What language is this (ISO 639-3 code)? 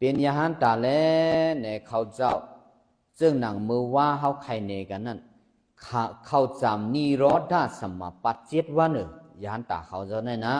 shn